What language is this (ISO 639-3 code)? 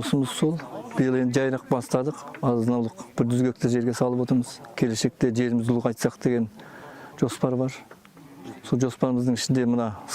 kaz